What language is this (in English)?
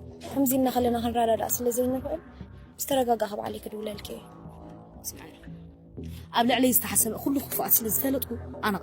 Tigrinya